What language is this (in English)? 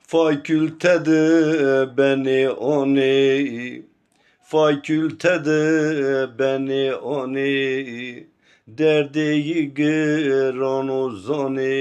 Zaza